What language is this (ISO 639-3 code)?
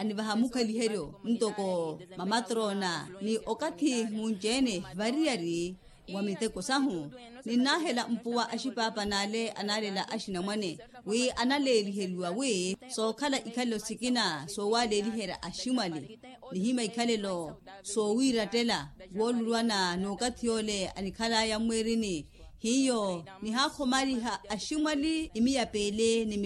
vmw